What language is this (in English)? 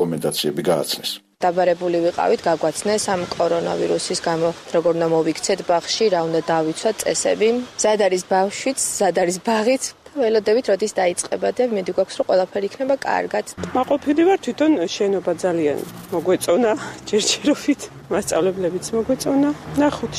Georgian